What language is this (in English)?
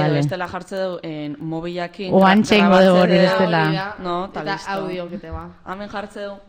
Basque